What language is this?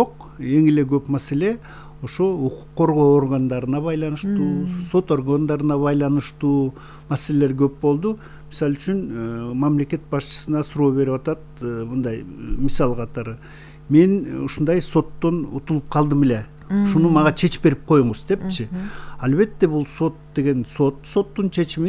Kyrgyz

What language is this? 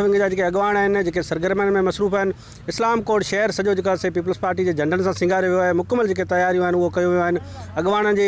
Sindhi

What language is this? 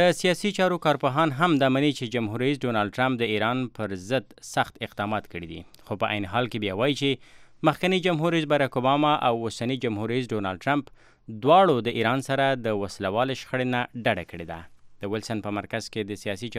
Pashto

